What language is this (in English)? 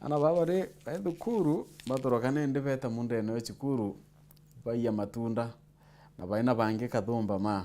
Meru